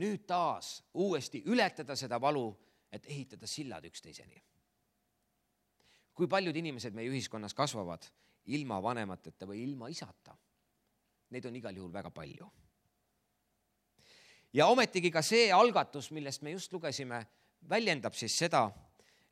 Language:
Estonian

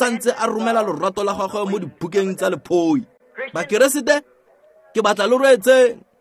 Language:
Tswana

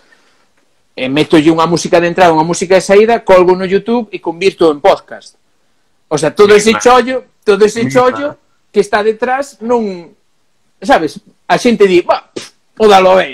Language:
Galician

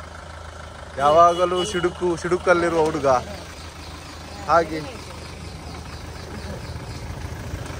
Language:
Kannada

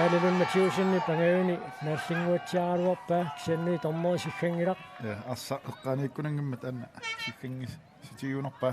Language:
Kalaallisut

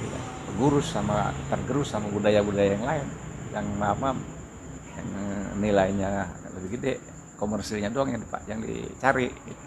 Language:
Betawi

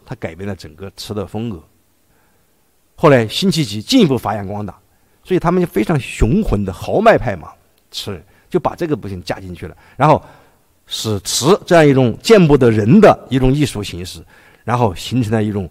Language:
Chinese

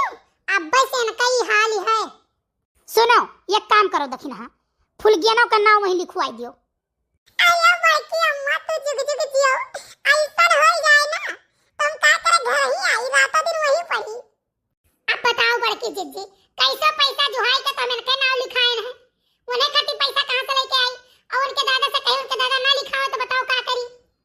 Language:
Awadhi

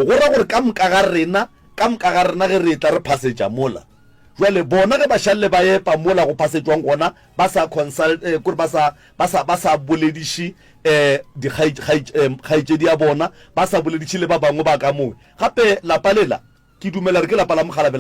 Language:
Northern Sotho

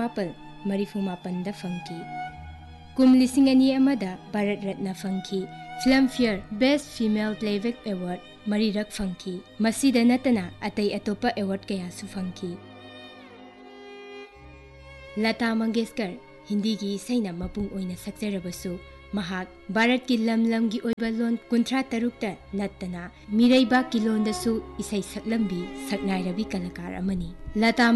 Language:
Manipuri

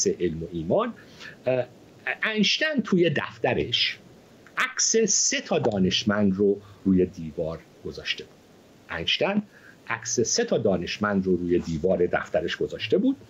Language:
Persian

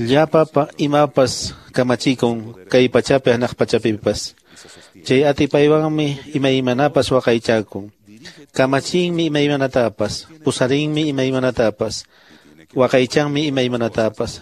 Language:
Quechua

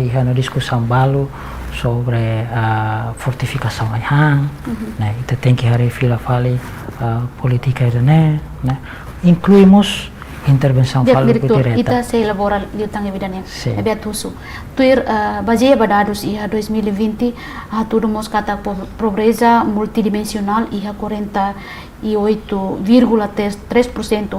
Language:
Tetum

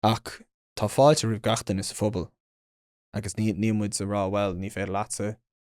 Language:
Irish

